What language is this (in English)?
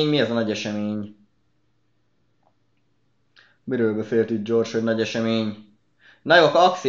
Hungarian